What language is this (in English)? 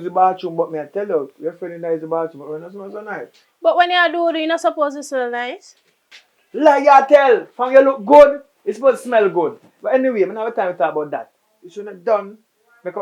Jamaican Creole English